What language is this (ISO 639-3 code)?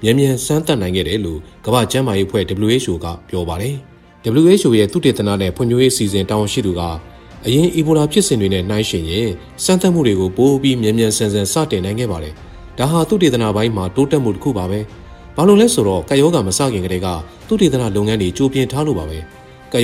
mya